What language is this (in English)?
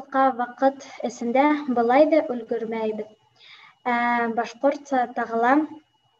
Bashkir